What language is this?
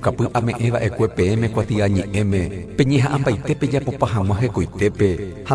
Guarani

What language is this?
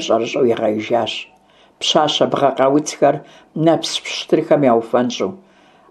Kabardian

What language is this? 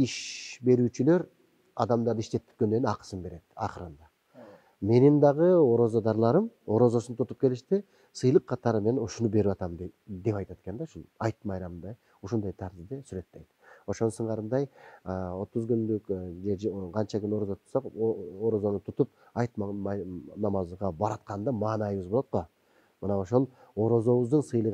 Kyrgyz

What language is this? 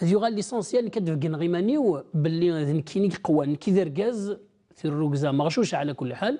Kabyle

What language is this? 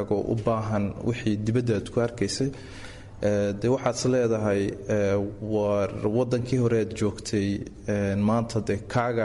Somali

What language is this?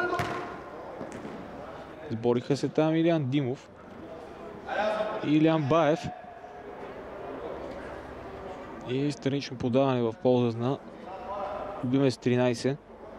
Bulgarian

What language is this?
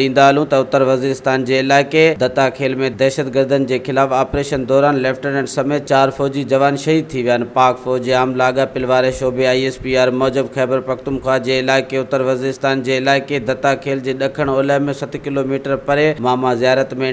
Sindhi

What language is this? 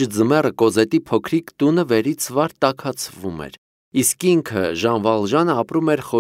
Armenian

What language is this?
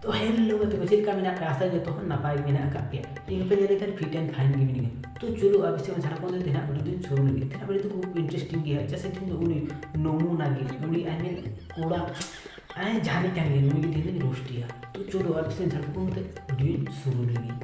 Santali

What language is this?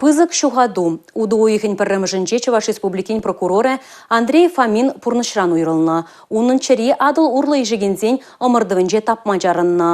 Chuvash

